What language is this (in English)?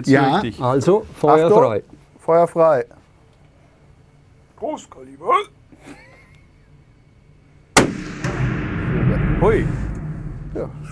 German